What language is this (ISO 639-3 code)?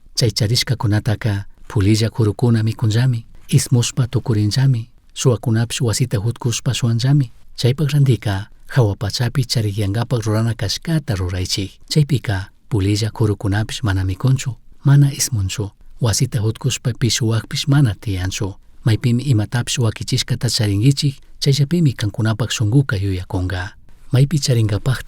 qug